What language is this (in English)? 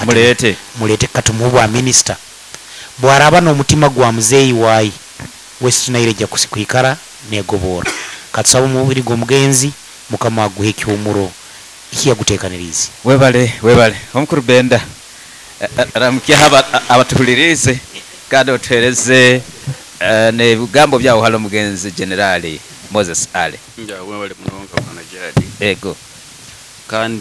Nyoro